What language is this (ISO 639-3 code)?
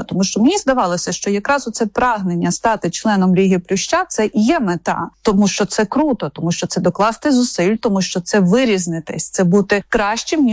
ukr